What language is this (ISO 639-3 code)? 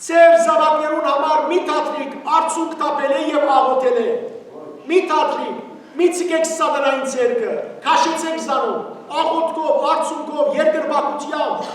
hyw